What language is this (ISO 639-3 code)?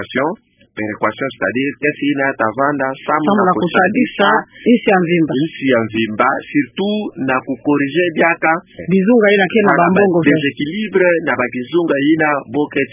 ktu